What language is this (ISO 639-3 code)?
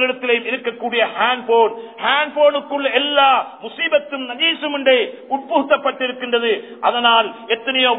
tam